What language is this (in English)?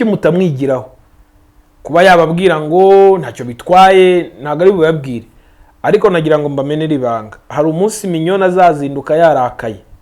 Kinyarwanda